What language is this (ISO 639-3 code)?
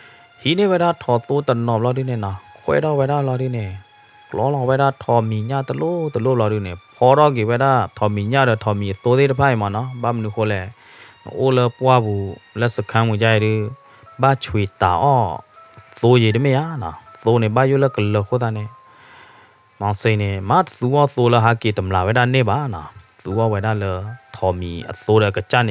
ksw